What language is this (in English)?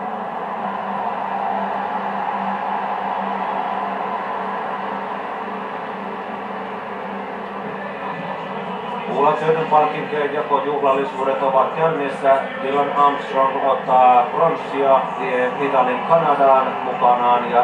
Finnish